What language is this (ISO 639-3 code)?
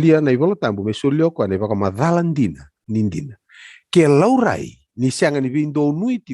fij